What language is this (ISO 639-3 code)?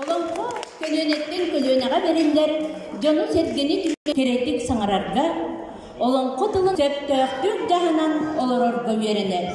sah